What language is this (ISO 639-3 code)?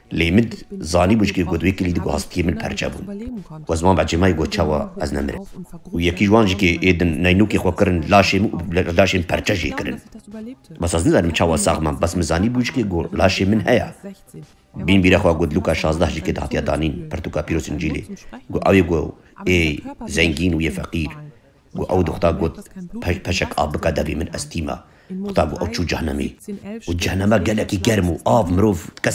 kur